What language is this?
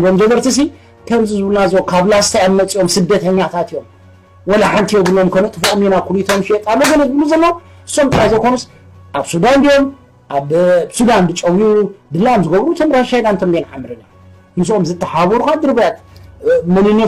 Tigrinya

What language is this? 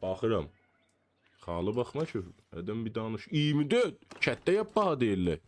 South Azerbaijani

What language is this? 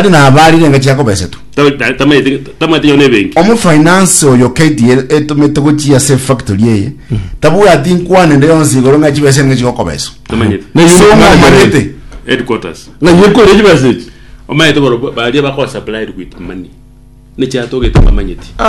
Gusii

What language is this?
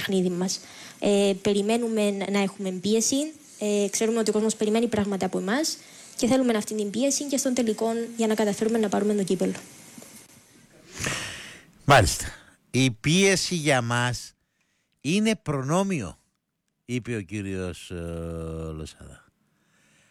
Greek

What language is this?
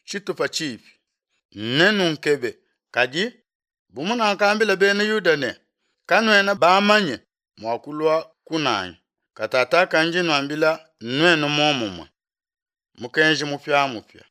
Luba-Lulua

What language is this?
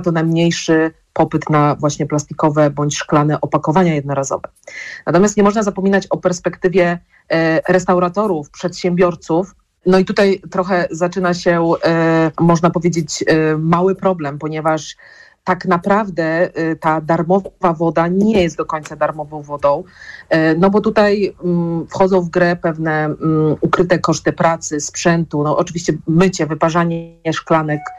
Polish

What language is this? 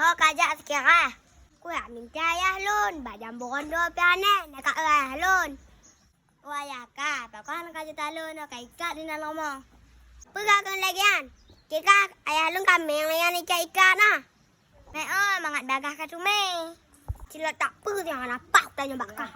Achinese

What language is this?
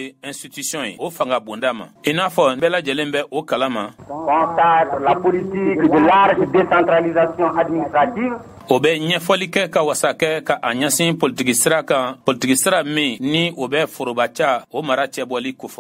Bambara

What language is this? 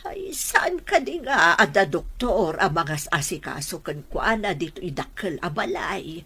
Iloko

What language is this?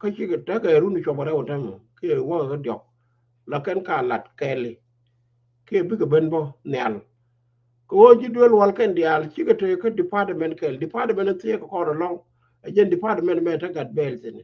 Nuer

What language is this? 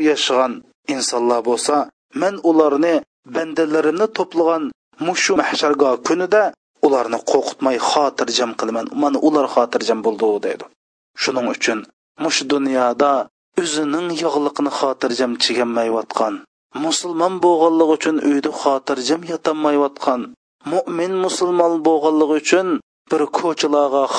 Uyghur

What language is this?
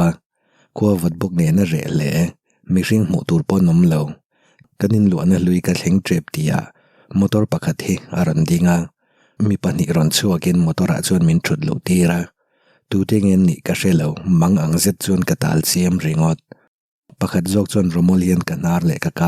Mizo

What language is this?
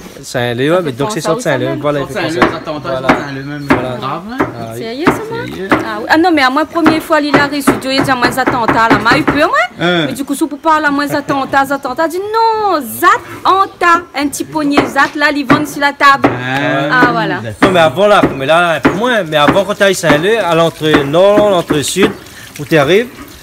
Réunion Creole French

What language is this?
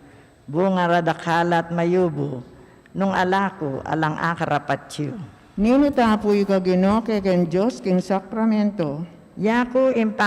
Pampanga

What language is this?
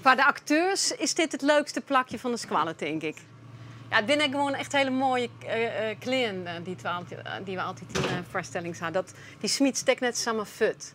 Western Frisian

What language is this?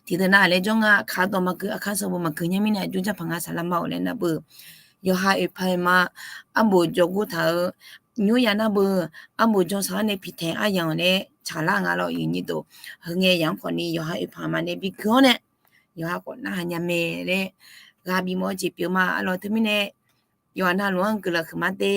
Akha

